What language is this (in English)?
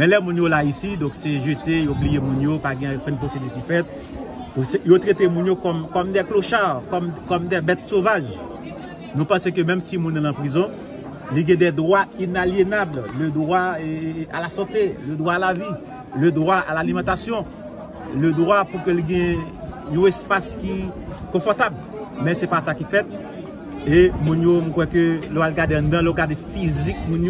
Haitian Creole